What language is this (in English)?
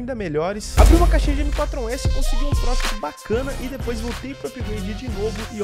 Portuguese